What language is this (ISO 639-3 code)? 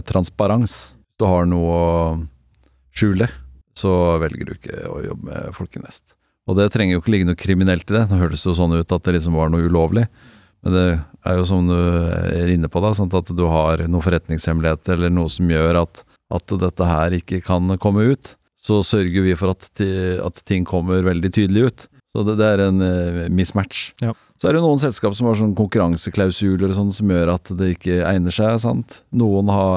nor